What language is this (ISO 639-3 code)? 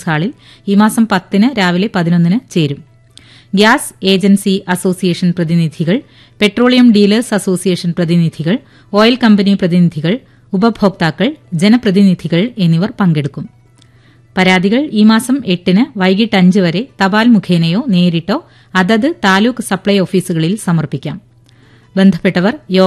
mal